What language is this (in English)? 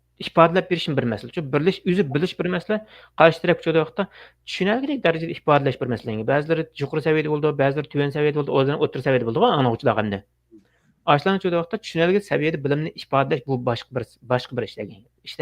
Uyghur